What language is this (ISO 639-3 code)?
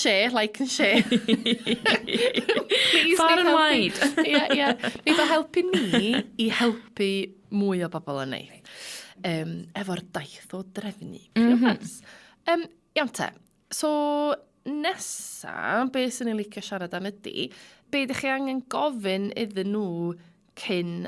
cym